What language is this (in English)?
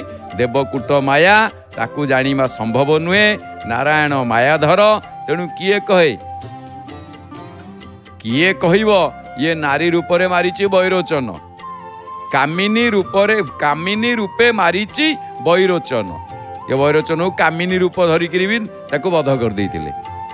Odia